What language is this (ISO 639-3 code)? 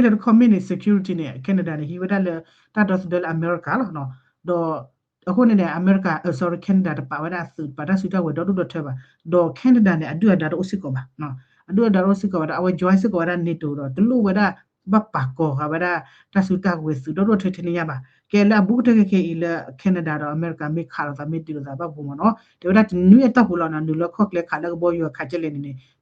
ksw